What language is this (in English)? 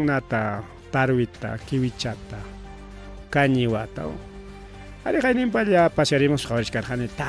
Ayacucho Quechua